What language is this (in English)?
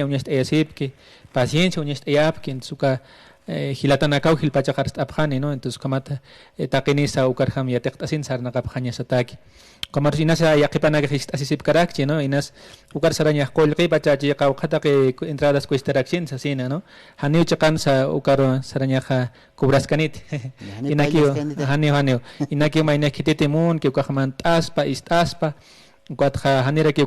Aymara